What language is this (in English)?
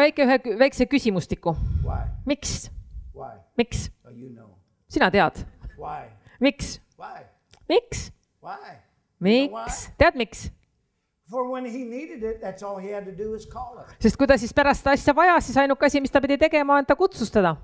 Estonian